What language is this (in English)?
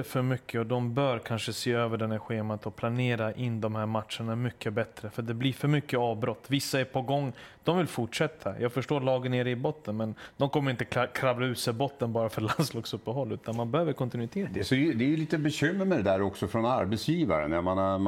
Swedish